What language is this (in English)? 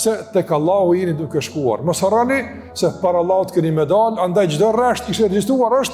Albanian